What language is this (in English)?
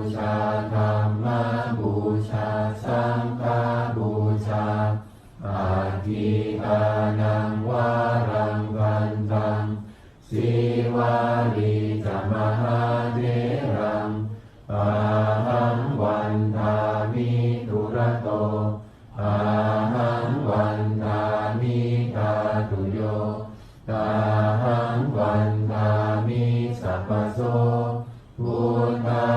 Pali